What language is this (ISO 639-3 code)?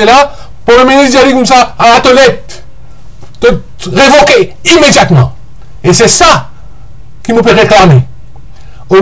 mfe